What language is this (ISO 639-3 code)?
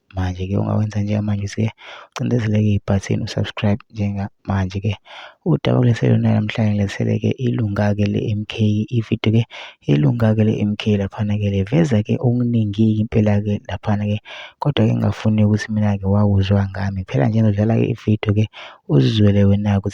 zul